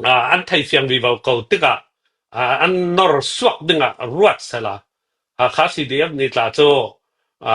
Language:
Hakha Chin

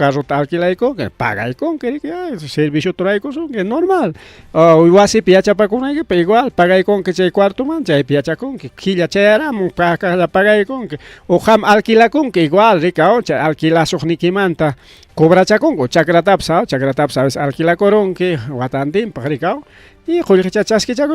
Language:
Ayacucho Quechua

